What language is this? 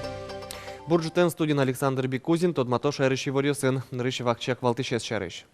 Udmurt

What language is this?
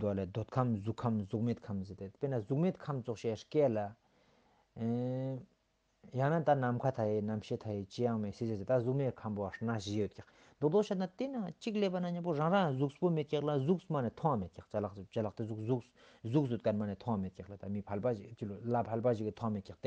Ladakhi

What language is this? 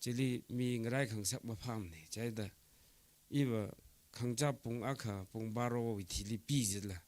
Tangkhul Naga (India)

